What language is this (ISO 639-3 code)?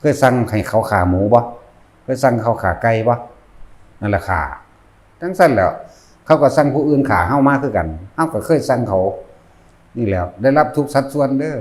tts